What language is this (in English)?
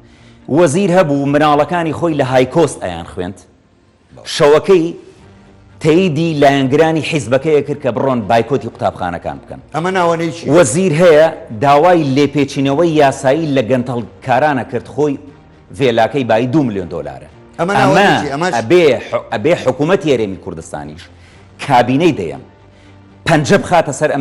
Central Kurdish